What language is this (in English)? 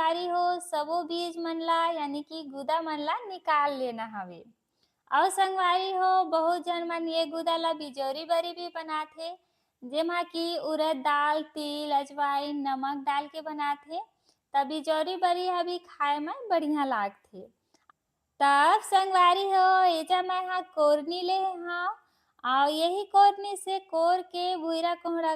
Chhattisgarhi